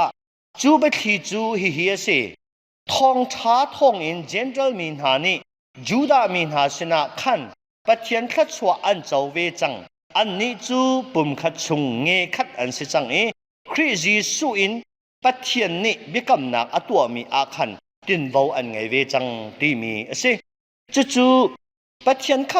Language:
Hakha Chin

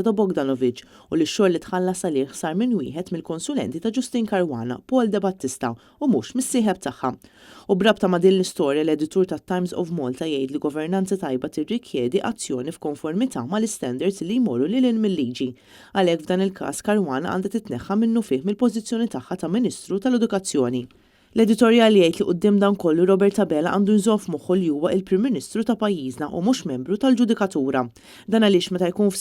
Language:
Maltese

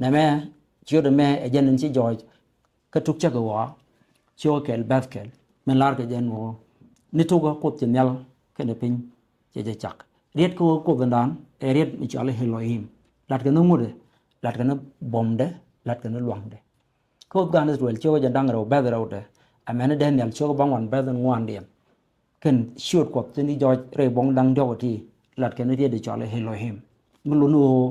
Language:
Nuer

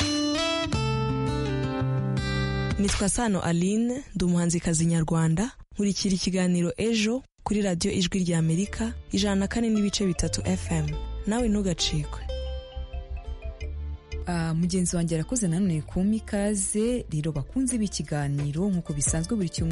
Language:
Kinyarwanda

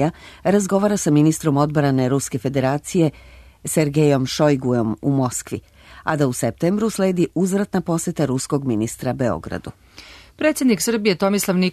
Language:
Serbian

